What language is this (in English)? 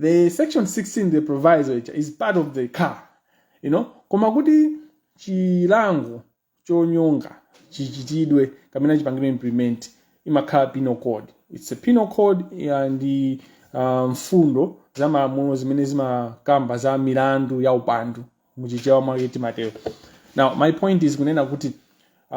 Nyanja